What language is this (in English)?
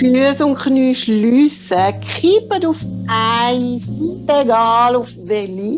Swiss German